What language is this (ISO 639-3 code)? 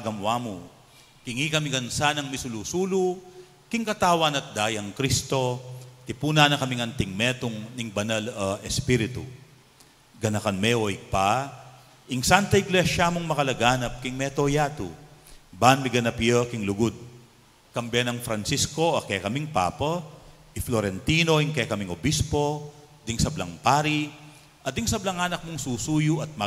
pam